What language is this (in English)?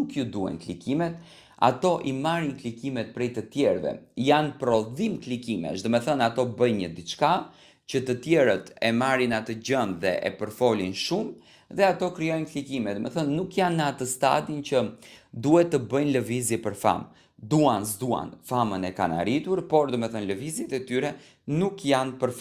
Albanian